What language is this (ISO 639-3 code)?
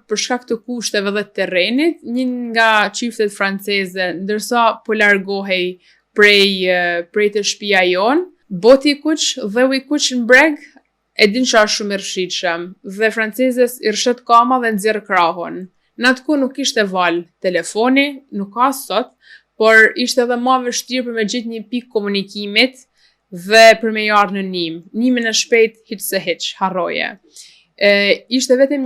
sqi